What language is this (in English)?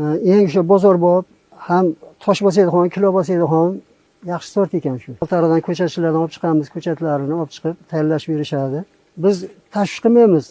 Uzbek